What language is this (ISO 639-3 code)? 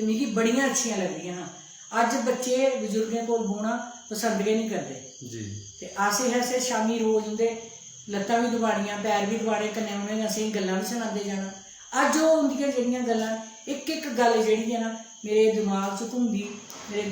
doi